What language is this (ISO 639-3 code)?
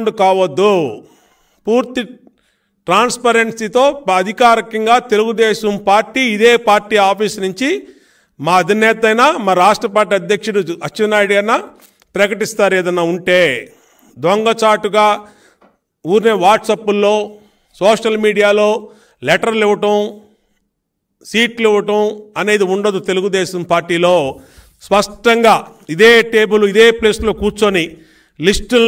tel